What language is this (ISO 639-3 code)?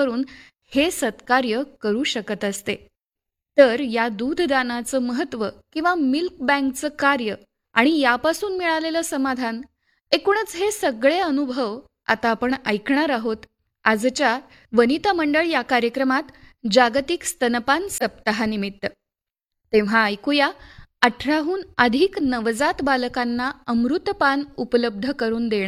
mar